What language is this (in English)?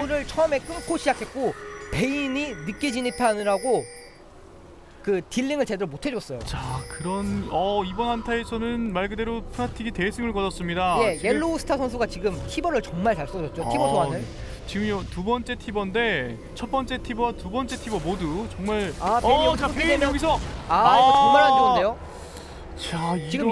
Korean